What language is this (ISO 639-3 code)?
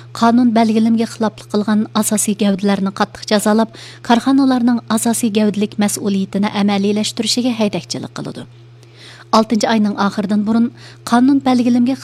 uig